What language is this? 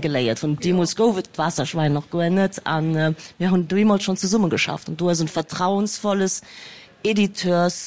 Luxembourgish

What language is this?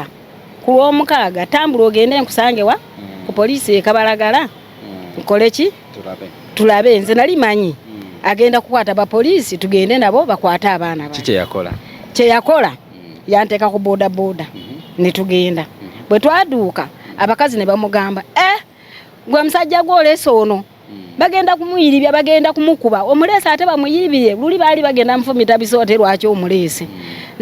Ganda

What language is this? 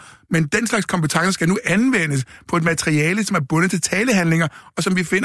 Danish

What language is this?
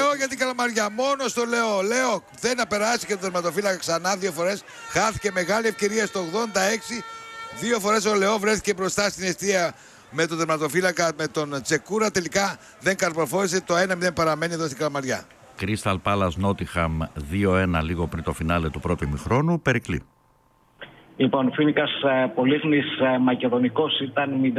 Greek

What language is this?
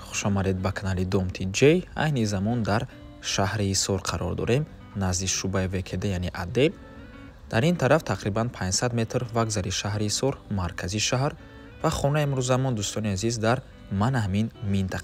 Tajik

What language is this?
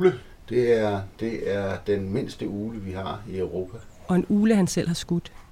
Danish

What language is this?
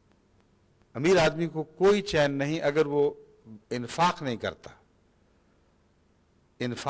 Urdu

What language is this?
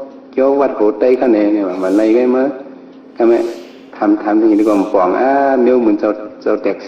Shan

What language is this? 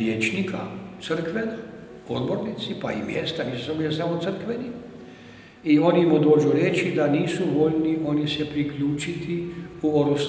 Croatian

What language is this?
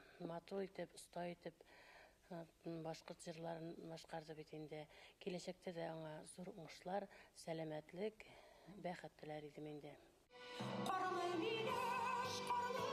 Bashkir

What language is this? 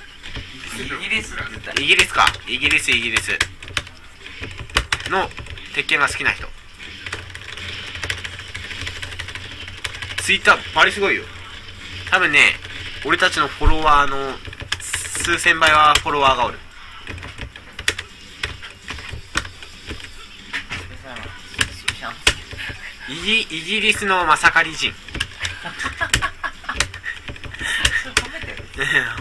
Japanese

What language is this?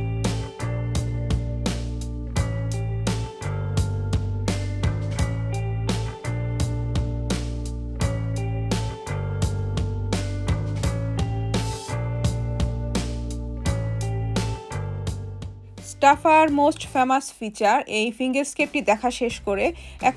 Bangla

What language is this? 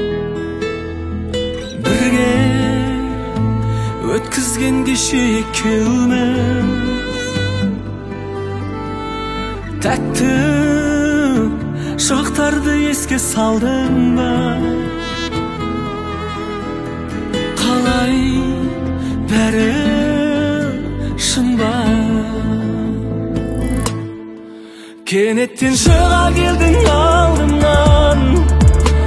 Kazakh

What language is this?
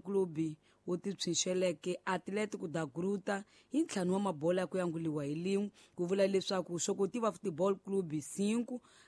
Tsonga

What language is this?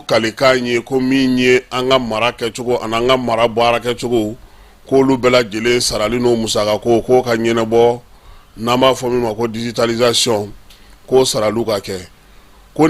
Bambara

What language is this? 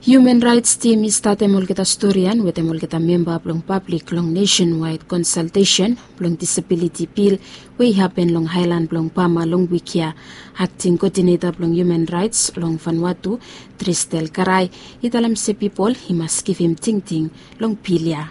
Bislama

